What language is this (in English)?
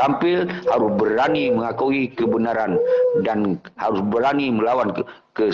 Achinese